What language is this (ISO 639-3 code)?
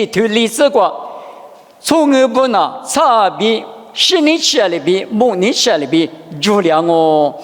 lis